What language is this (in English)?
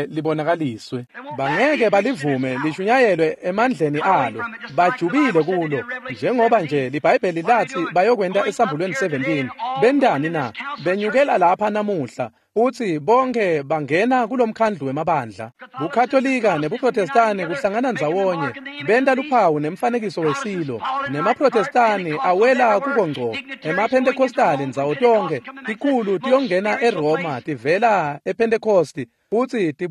Swati